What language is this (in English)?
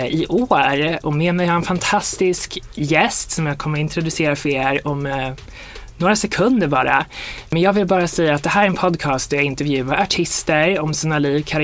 Swedish